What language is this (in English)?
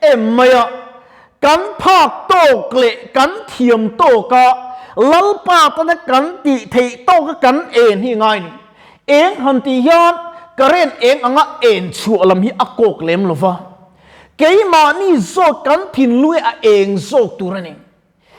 Mizo